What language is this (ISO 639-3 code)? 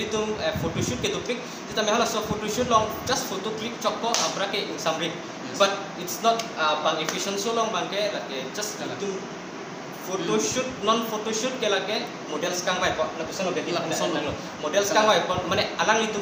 mjw